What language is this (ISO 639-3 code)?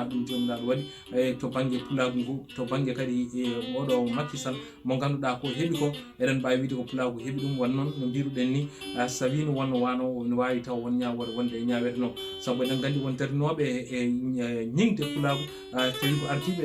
ful